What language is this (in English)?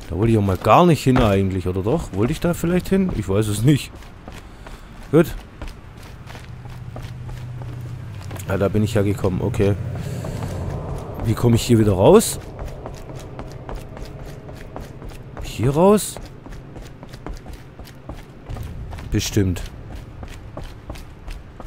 German